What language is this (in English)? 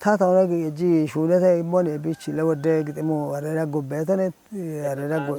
Kafa